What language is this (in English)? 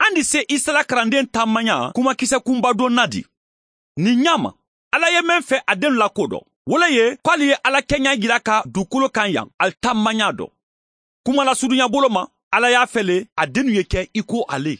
Mandingo